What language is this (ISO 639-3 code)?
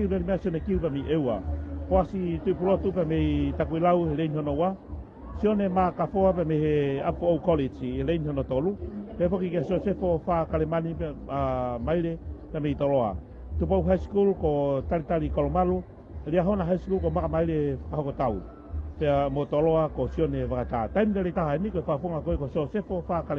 ton